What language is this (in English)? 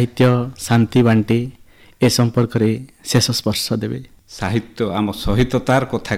Odia